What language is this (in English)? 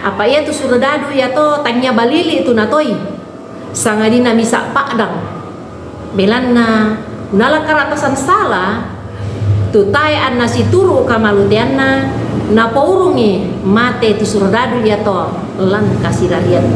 Toraja-Sa'dan